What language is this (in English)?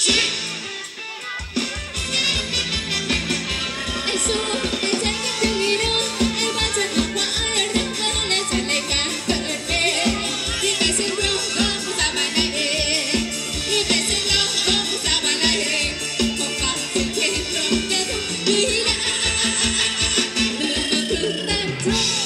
Thai